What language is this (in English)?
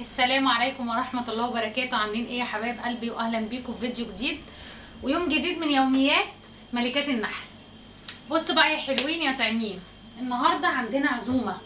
Egyptian Arabic